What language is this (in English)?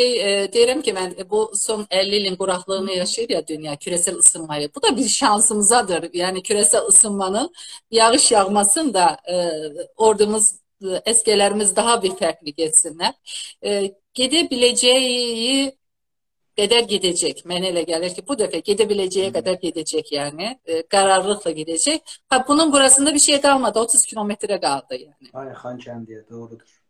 South Azerbaijani